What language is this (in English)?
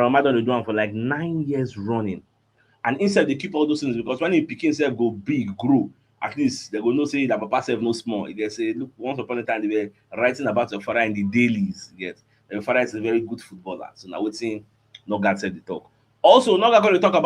Nigerian Pidgin